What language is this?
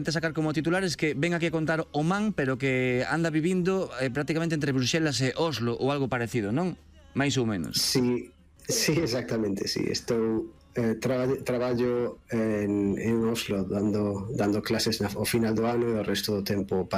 Galician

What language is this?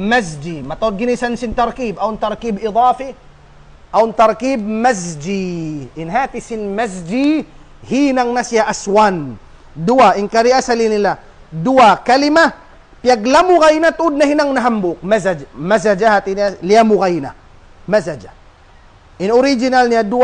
Tausug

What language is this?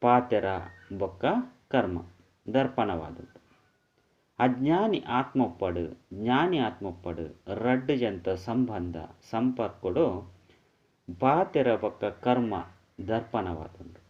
Tulu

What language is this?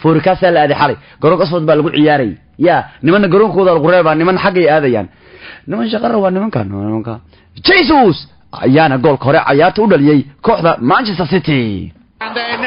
Somali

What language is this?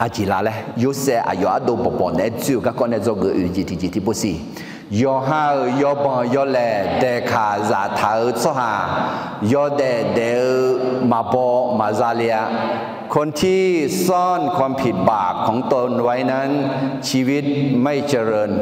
Akha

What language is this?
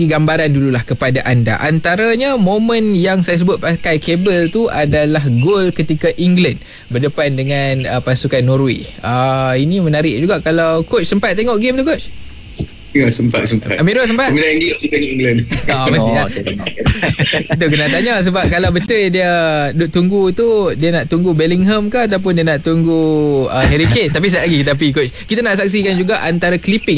Malay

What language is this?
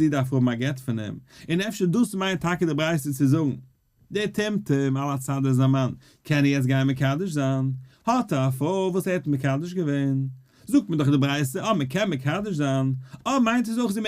Yiddish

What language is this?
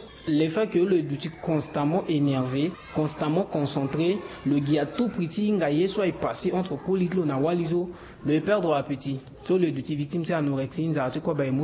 Sango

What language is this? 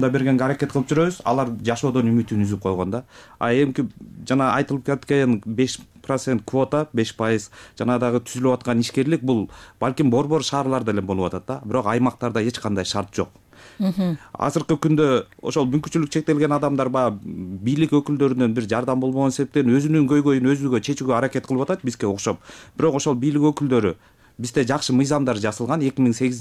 Kyrgyz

